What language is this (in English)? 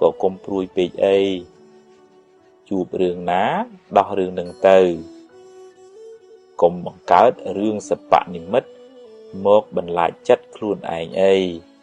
Khmer